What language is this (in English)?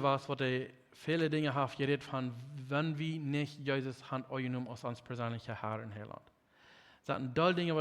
Plautdietsch